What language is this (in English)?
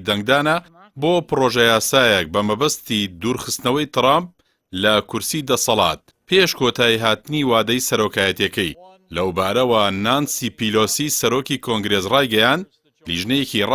Central Kurdish